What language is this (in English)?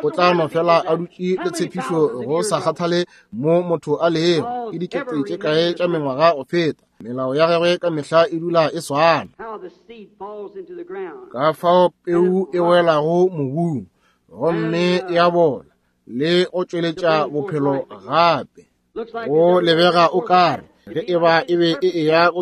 Northern Sotho